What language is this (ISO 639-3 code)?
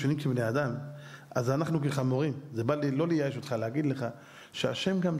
heb